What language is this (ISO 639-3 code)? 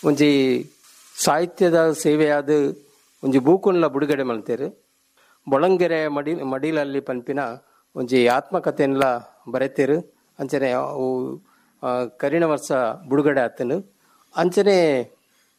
tcy